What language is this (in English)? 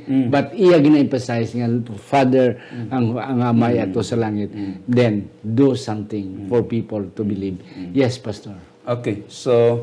Hiligaynon